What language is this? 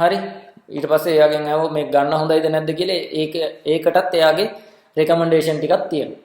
Sinhala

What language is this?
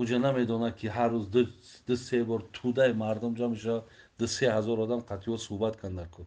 Tajik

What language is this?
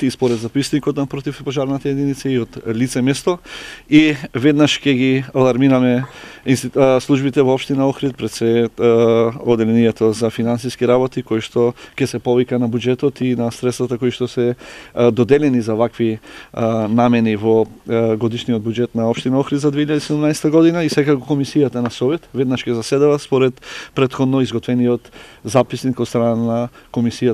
Macedonian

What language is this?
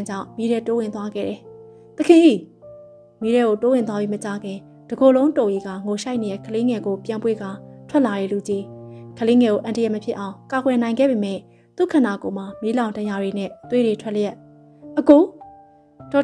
Burmese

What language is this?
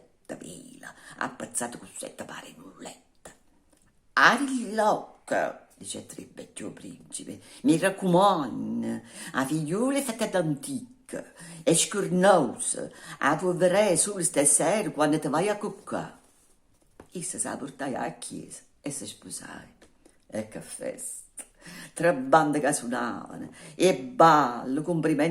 Neapolitan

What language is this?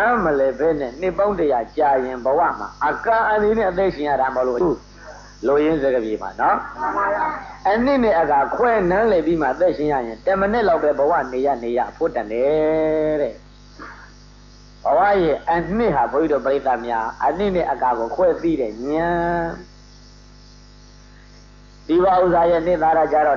Burmese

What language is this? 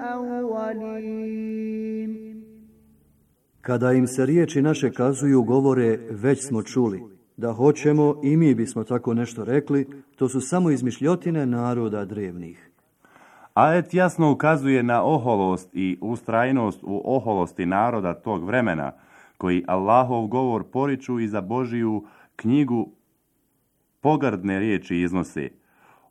Bosnian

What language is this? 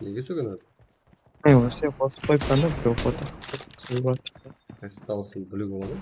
Kara-Kalpak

